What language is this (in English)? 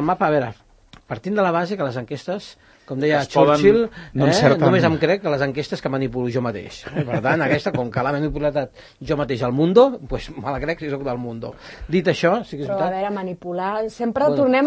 Catalan